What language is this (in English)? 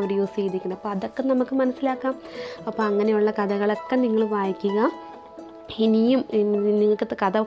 Malayalam